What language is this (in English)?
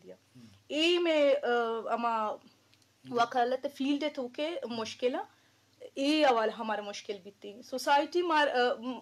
Eastern Balochi